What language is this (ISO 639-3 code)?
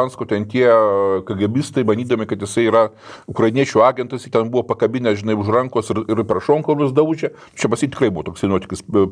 lit